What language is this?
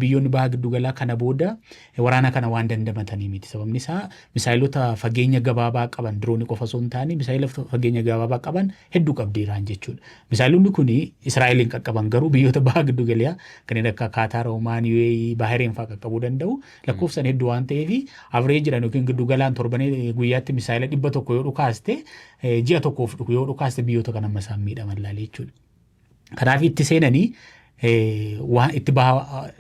Oromo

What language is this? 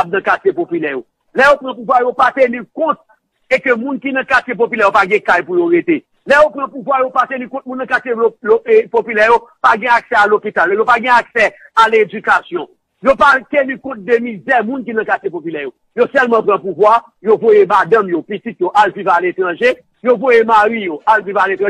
Haitian Creole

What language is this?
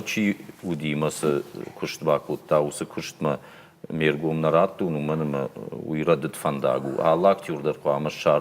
Ossetic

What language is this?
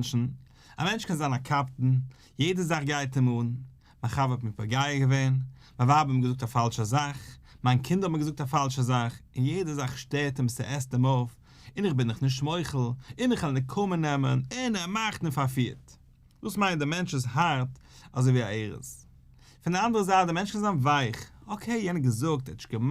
Yiddish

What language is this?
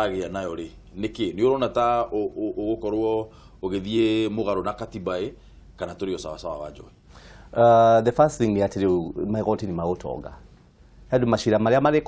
Kikuyu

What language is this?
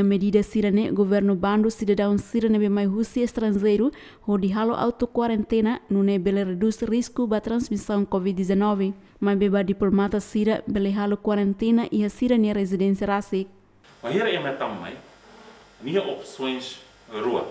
Tetum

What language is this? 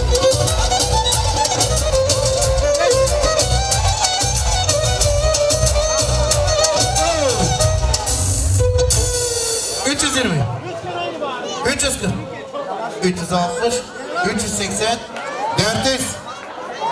Turkish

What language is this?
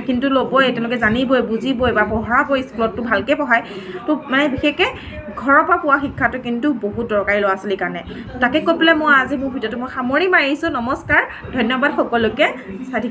Assamese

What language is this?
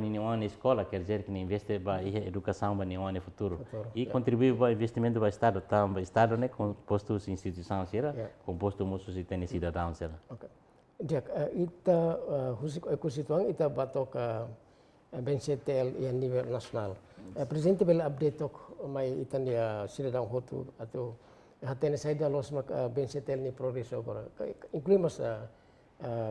Tetum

